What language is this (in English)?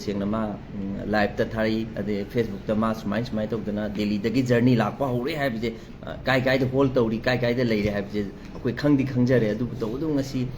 Manipuri